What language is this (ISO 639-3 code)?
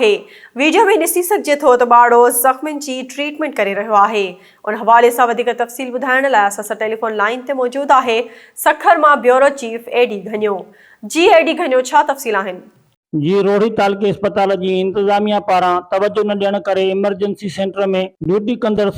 snd